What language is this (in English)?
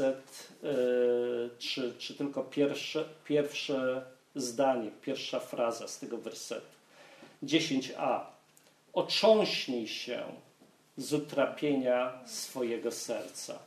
Polish